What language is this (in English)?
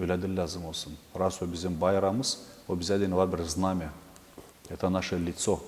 Gagauz